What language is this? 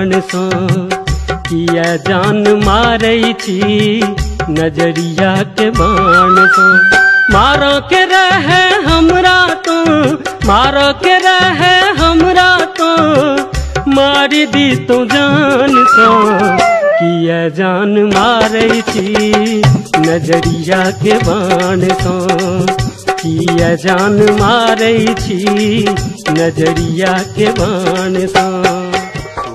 Maithili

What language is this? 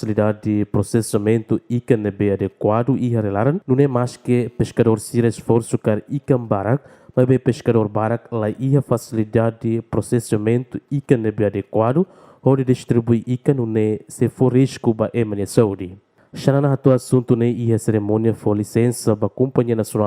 Tetum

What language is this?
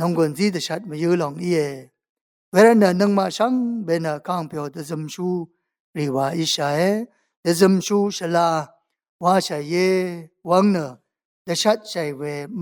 Rawang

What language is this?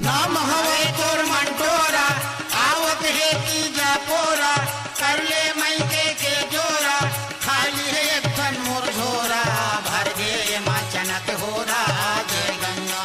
Chhattisgarhi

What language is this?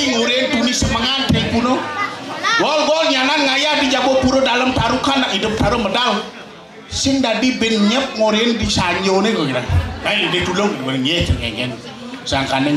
Balinese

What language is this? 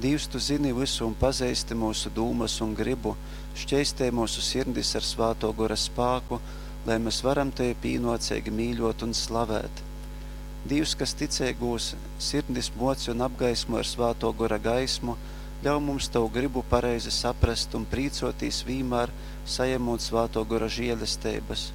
Latgalian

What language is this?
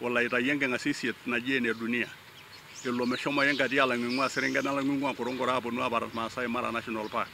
Masai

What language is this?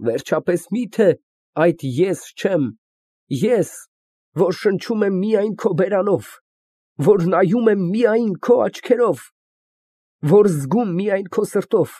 Armenian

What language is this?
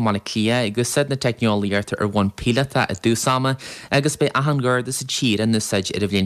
Irish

